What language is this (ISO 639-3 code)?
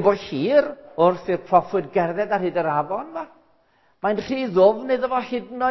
cym